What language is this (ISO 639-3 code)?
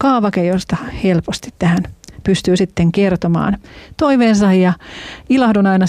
fin